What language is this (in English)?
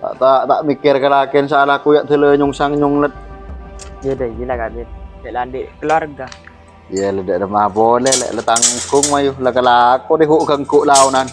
Madurese